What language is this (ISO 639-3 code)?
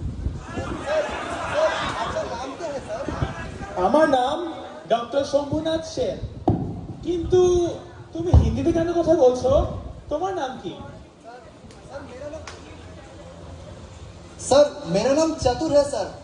ben